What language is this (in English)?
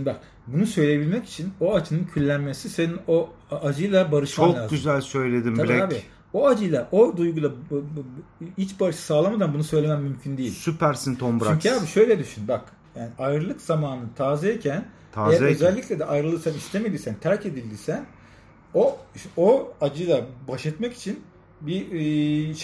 Turkish